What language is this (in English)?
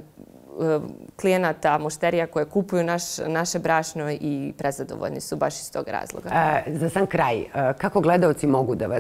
Serbian